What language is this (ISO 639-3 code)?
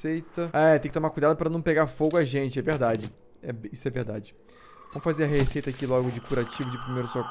por